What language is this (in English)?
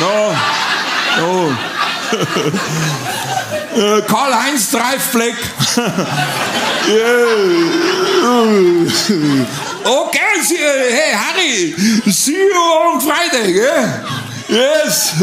Bavarian